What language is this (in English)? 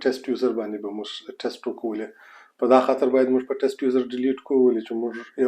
Pashto